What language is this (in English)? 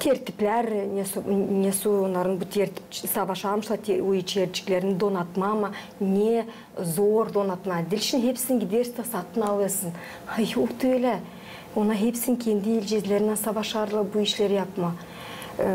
Gagauz